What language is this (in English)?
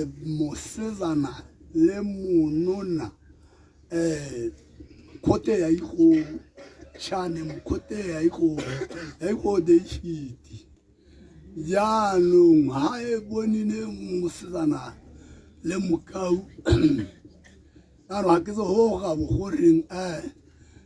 Tswana